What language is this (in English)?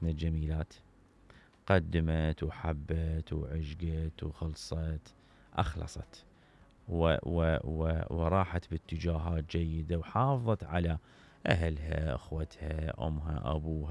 Mesopotamian Arabic